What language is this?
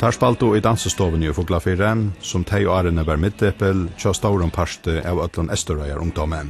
Faroese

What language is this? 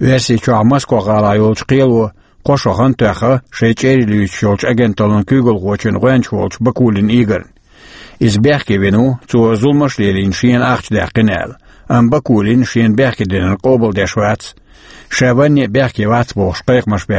Chechen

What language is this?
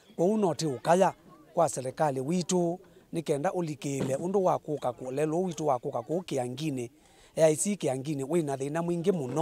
Kamba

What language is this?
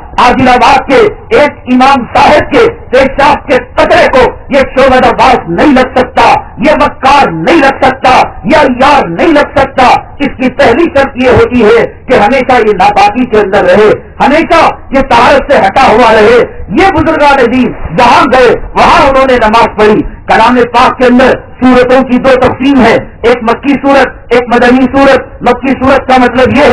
Urdu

